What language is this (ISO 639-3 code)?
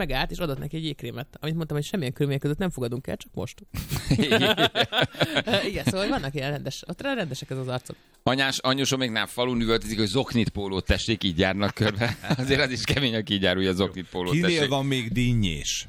hun